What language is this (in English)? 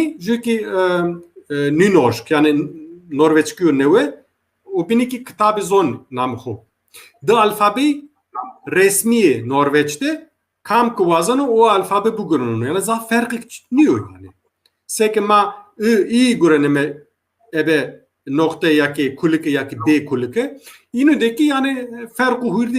Zaza